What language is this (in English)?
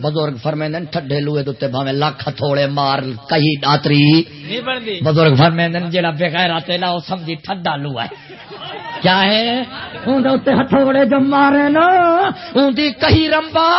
Saraiki